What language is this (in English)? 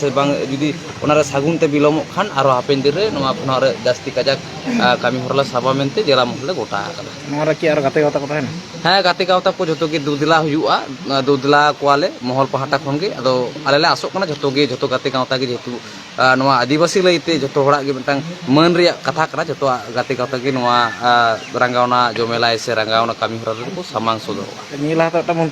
Santali